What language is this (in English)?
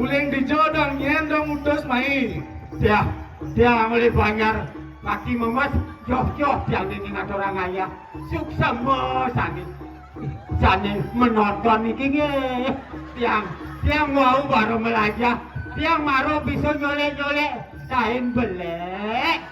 Balinese